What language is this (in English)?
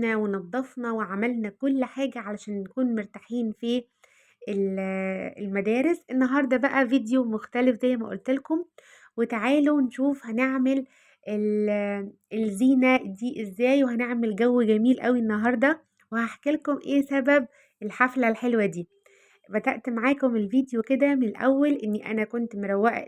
Egyptian Arabic